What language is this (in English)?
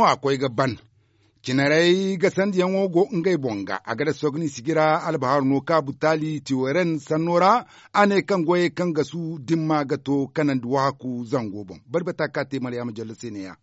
Zarma